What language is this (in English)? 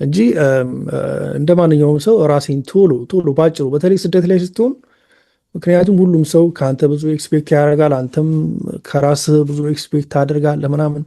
Amharic